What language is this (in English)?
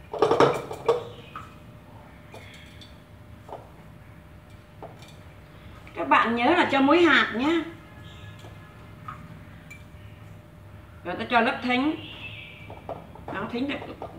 Vietnamese